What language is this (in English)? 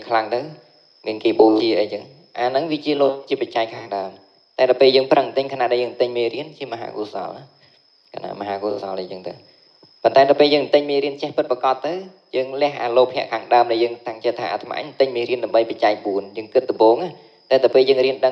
Khmer